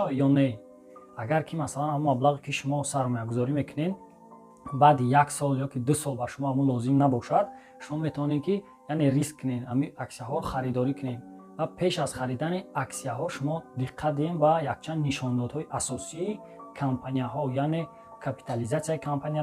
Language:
Tajik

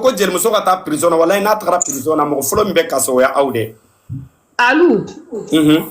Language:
Bambara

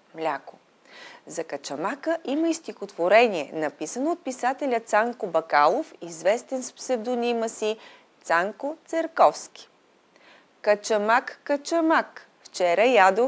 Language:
Bulgarian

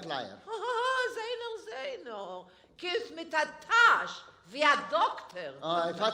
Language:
Yiddish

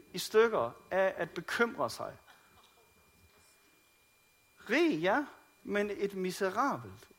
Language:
Danish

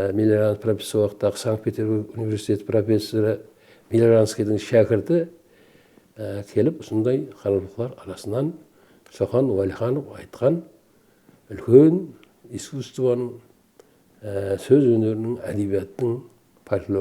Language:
Kara-Kalpak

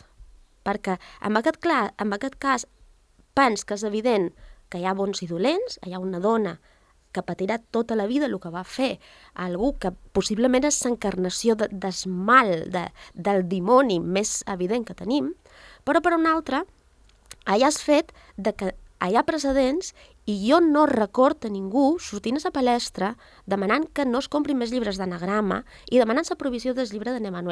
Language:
Catalan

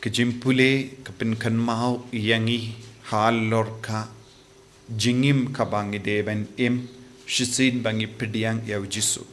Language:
Khasi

